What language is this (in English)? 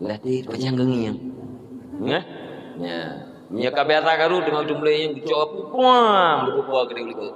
Achinese